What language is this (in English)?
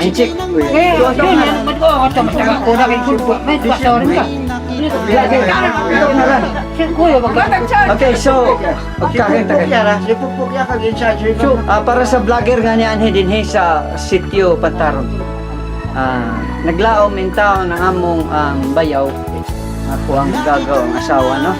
Cebuano